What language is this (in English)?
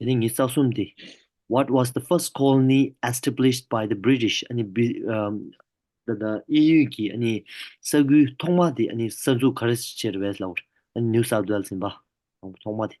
Tibetan